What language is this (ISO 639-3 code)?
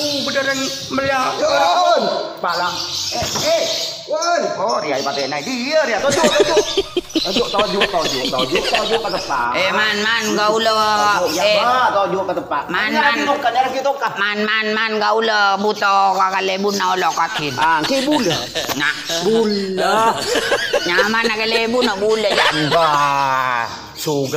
mad